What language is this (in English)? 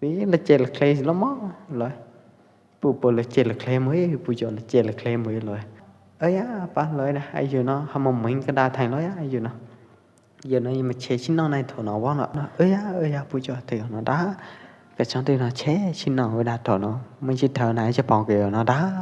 Pwo Eastern Karen